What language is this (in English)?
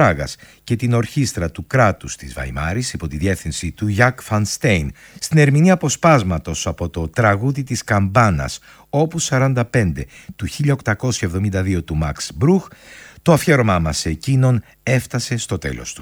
Greek